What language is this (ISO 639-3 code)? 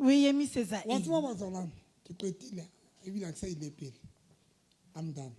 sot